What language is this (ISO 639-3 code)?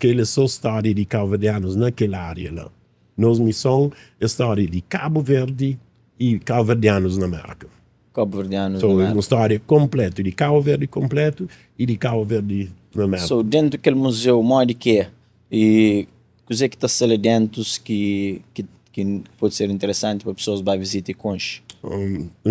kea